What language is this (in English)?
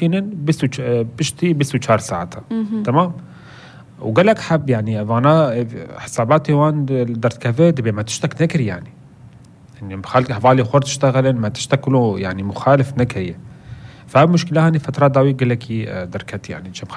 North Levantine Arabic